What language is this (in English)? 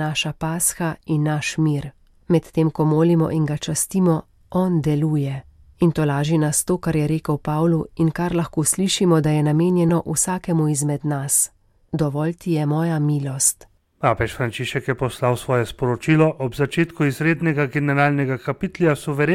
Slovenian